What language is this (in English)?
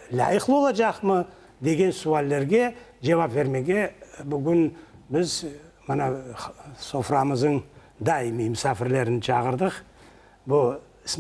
Crimean Tatar